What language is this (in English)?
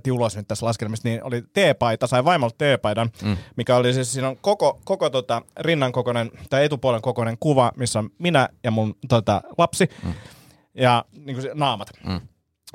Finnish